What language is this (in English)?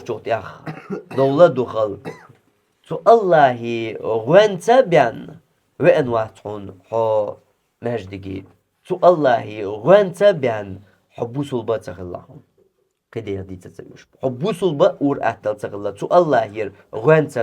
Chechen